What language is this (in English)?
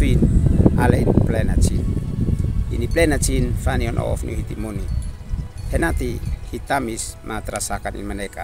Uab Meto